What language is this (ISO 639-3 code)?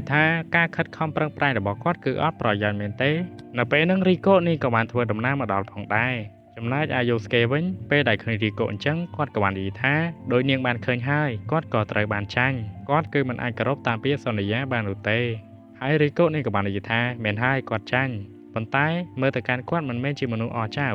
khm